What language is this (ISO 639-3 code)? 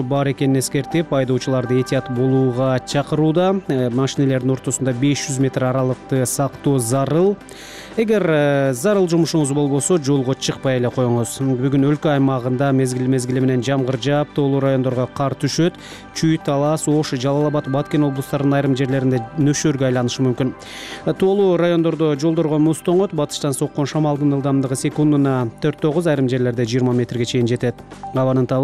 kir